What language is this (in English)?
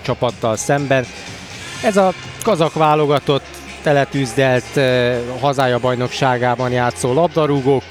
Hungarian